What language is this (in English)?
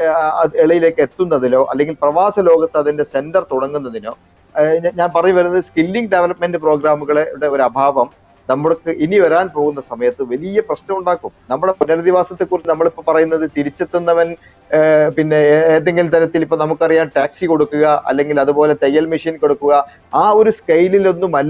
Malayalam